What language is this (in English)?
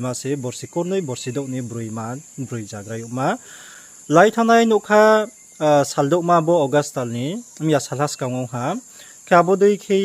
Riang (India)